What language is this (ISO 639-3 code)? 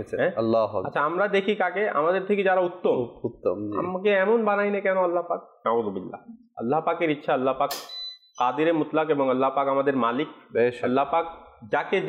ben